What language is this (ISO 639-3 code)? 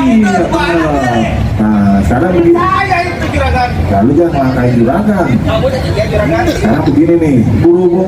bew